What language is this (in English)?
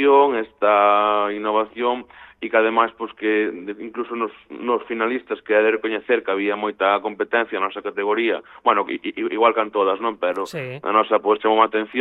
Galician